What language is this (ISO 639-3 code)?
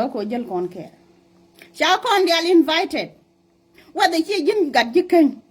nus